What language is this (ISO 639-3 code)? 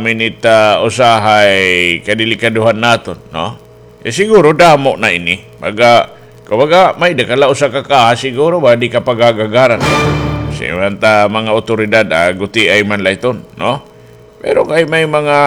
war